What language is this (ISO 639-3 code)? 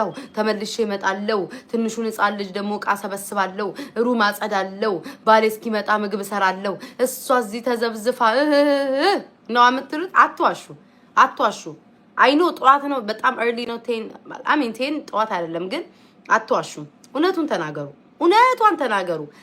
amh